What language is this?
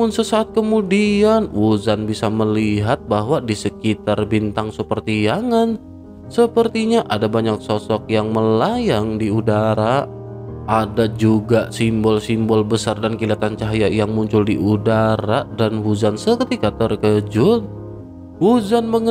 Indonesian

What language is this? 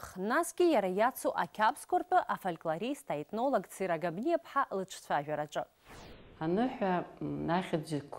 Abkhazian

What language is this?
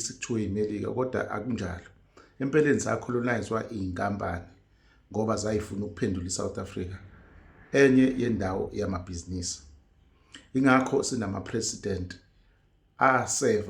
Zulu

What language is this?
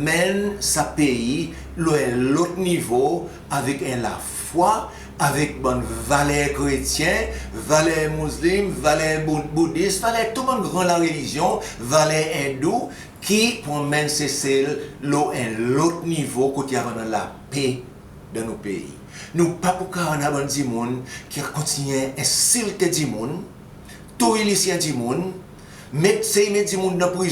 Seselwa Creole French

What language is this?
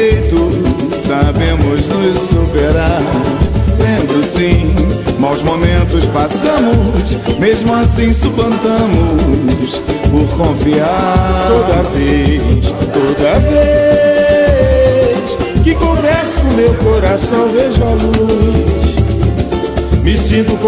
Portuguese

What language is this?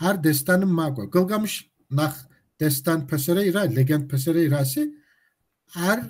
Kabardian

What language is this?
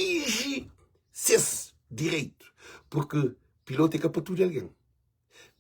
Kabuverdianu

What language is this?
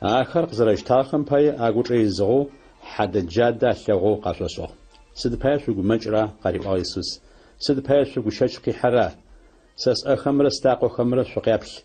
Adyghe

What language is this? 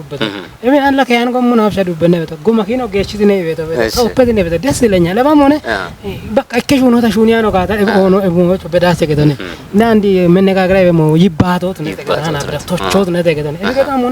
Kafa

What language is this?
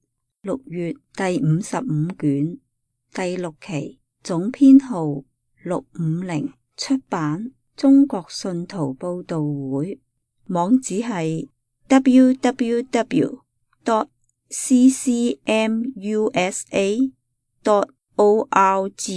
Cantonese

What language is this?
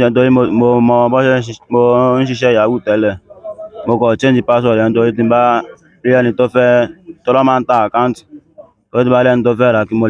Yoruba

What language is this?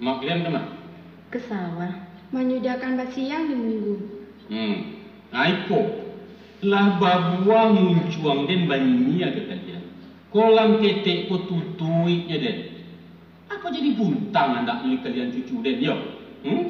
Minangkabau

